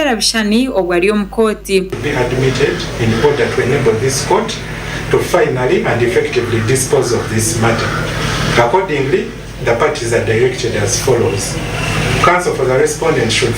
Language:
Nyankole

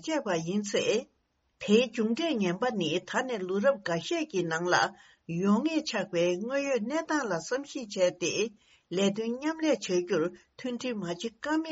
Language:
Tibetan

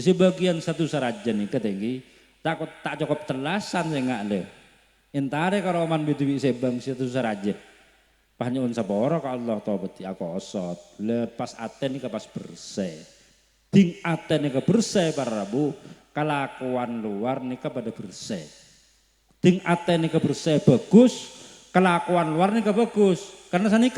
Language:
Madurese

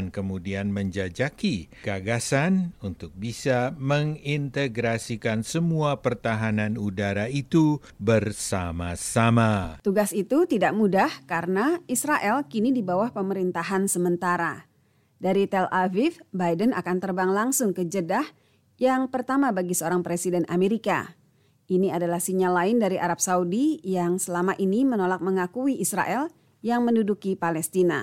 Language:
Indonesian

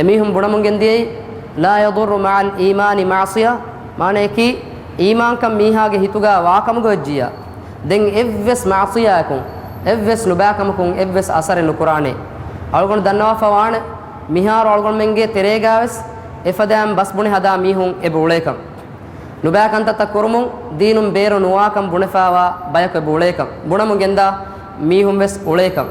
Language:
Divehi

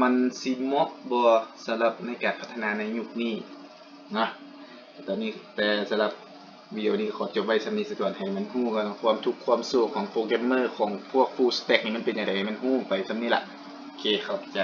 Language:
Lao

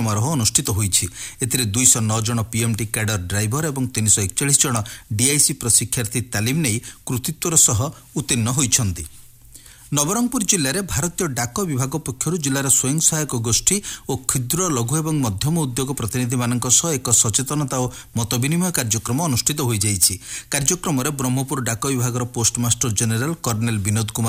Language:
Odia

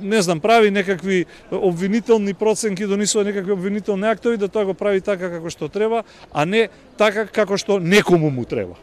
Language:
Macedonian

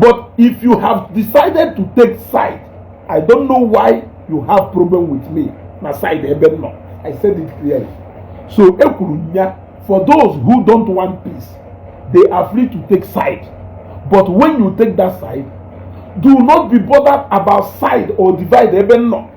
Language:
Igbo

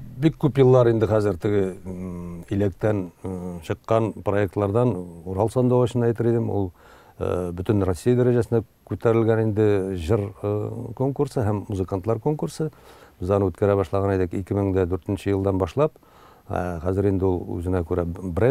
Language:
Tatar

